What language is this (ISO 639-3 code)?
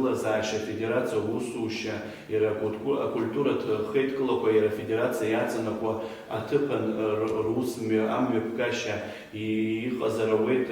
abk